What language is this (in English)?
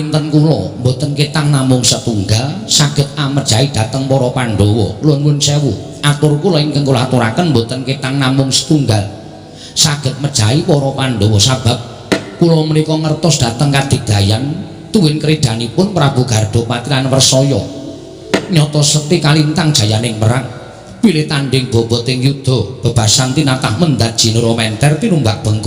Javanese